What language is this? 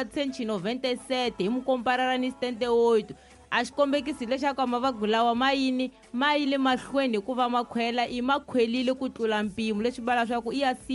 Tsonga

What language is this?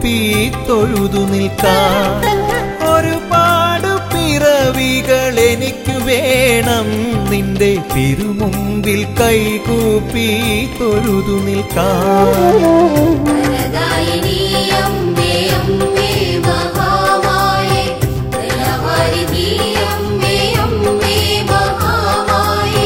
Malayalam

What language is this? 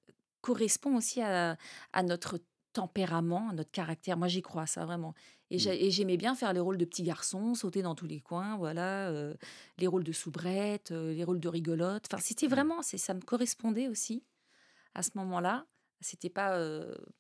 French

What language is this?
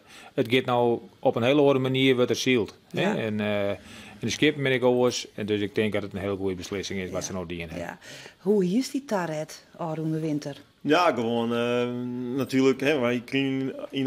Western Frisian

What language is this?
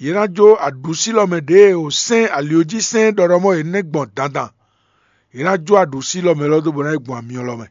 Fon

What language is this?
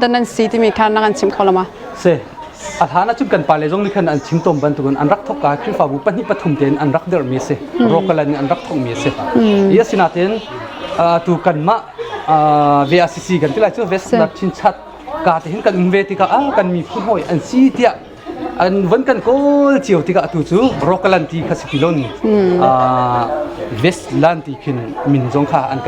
Hakha Chin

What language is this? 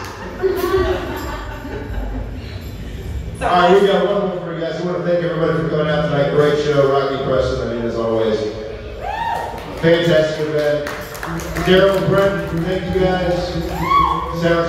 English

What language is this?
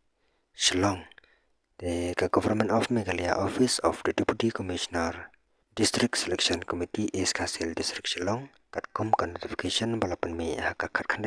Khasi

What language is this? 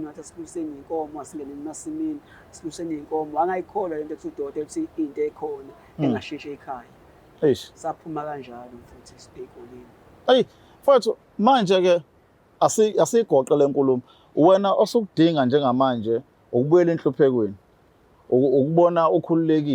Zulu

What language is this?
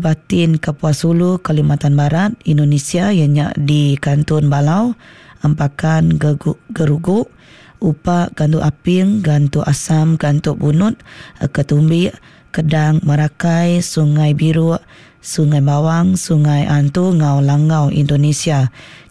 Iban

